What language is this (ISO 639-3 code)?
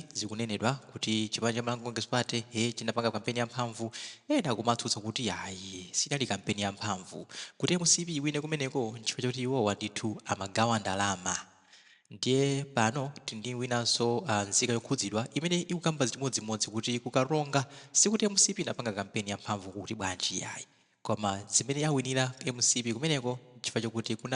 nya